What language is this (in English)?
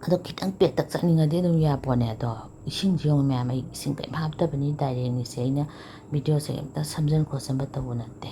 Manipuri